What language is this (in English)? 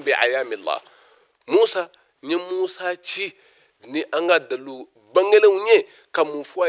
Bambara